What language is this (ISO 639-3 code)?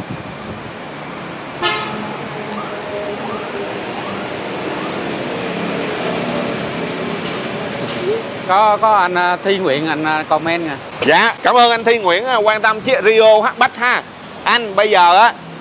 vie